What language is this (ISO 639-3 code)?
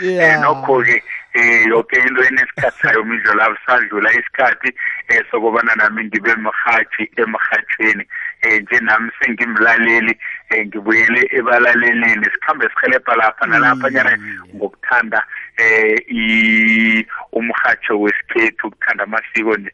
nbl